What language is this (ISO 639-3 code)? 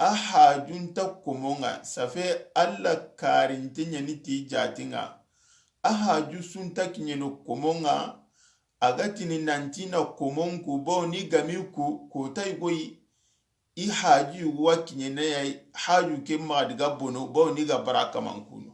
snk